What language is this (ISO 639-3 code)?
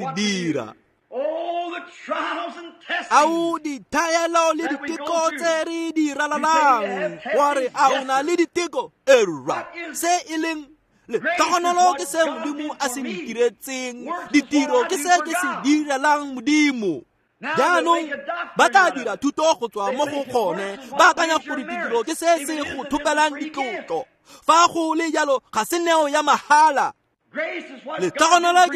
tsn